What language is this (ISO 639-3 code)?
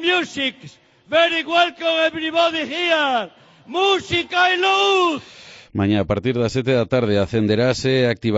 glg